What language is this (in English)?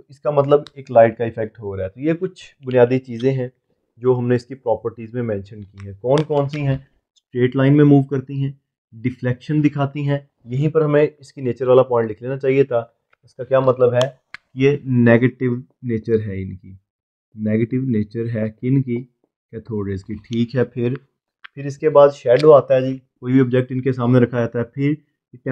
Hindi